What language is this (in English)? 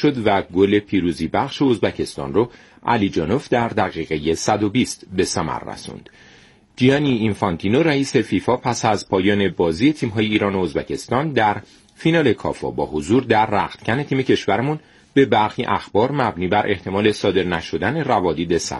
Persian